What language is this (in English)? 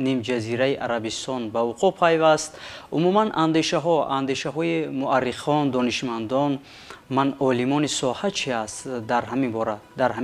Tajik